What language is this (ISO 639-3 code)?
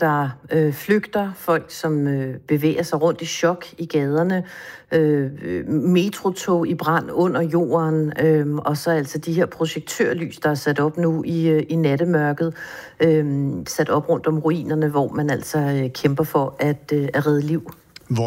dan